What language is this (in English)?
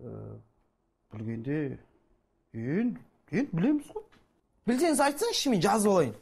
Kazakh